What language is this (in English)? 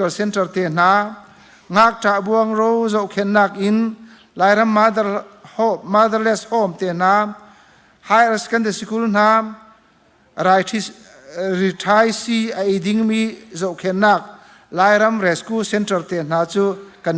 Hakha Chin